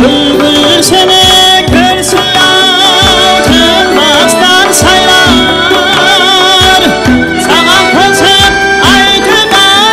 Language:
Kara-Kalpak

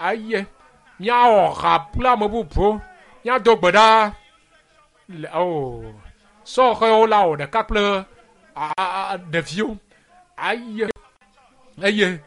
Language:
Ewe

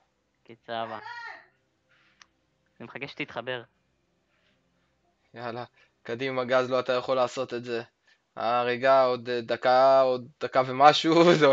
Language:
Hebrew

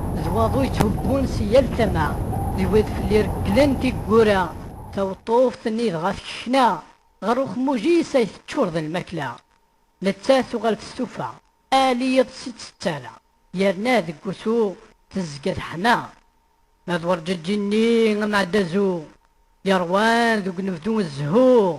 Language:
Kabyle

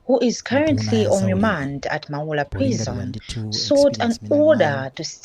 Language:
Nyanja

